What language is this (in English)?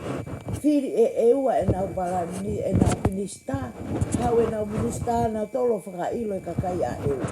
Tongan